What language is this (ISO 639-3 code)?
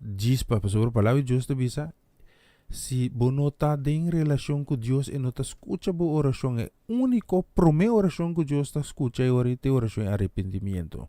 pap